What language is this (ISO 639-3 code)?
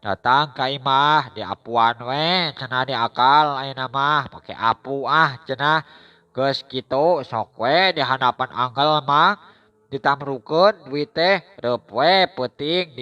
sun